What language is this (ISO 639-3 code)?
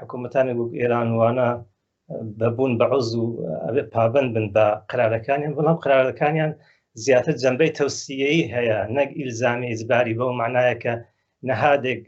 ckb